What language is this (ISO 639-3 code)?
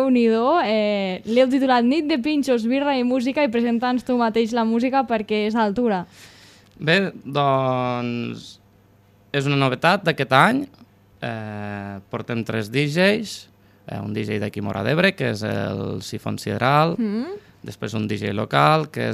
cat